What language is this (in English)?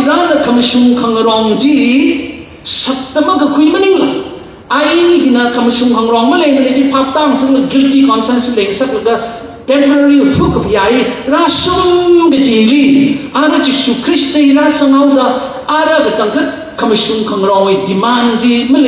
Tangkhul Naga (India)